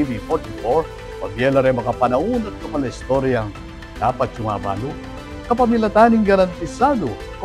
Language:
Pampanga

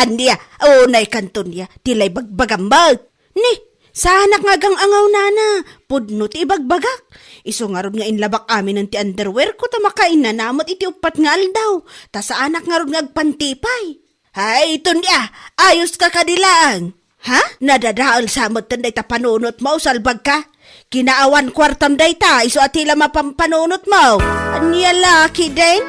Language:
Iloko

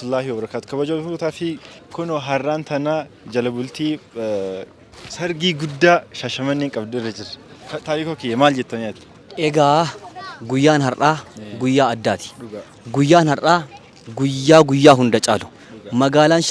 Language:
Oromo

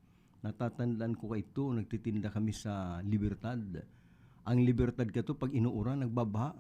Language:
Bikol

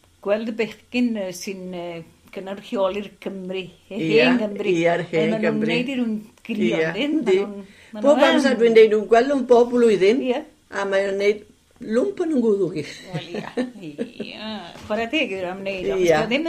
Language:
Welsh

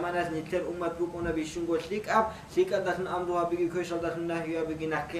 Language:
Avaric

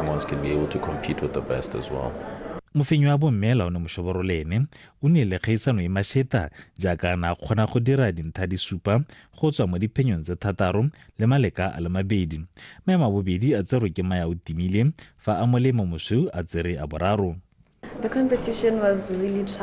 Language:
Tswana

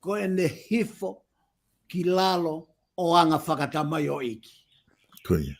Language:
Tongan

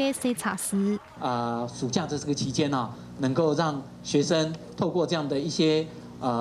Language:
Hakka Chinese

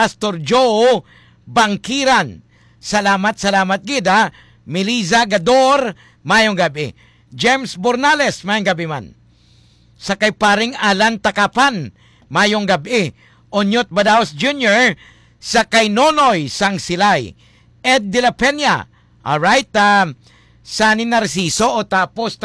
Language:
Hiligaynon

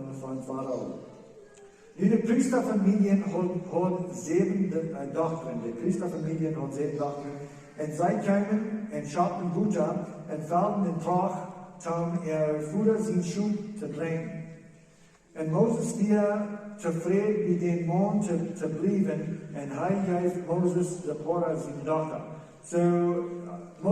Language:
Plautdietsch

